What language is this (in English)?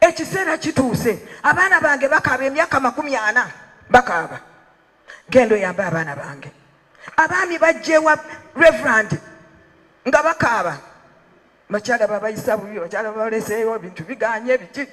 Ganda